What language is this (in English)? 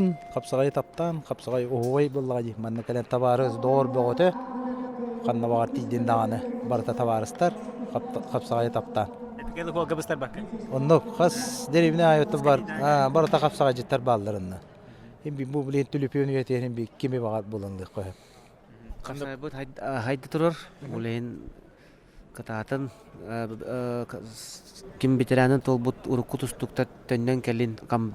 Yakut